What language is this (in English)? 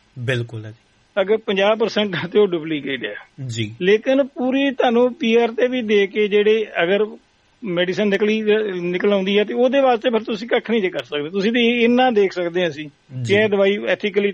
Punjabi